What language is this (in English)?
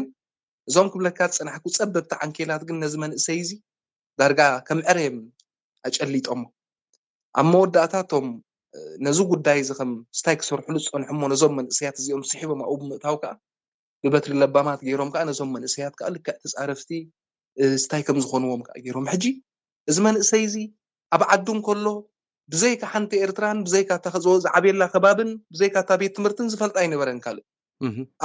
Tigrinya